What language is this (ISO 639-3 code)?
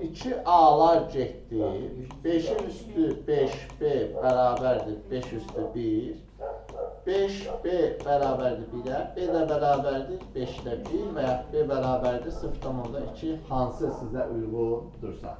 aze